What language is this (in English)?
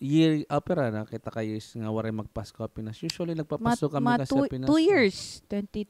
Waray